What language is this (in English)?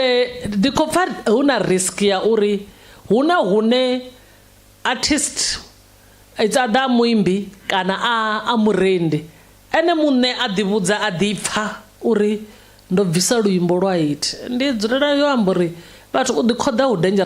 Venda